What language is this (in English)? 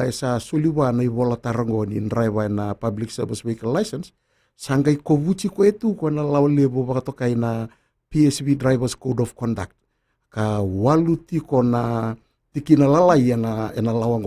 Fijian